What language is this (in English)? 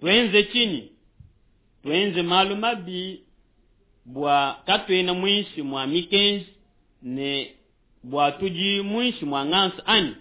Luba-Lulua